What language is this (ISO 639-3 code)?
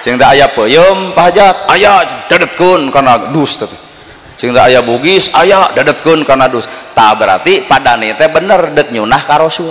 sun